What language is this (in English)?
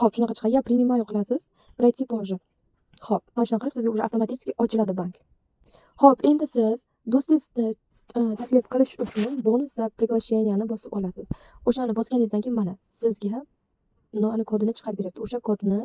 Uzbek